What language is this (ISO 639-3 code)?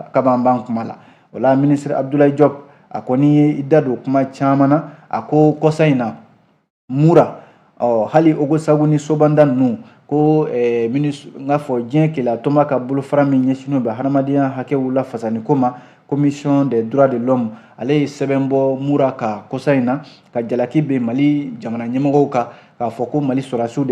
bam